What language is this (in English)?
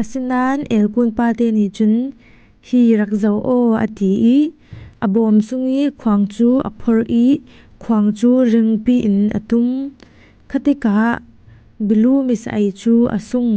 Falam Chin